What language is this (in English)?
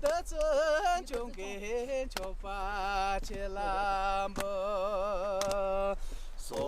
Tibetan